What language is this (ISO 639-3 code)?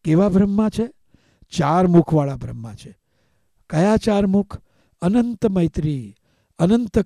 guj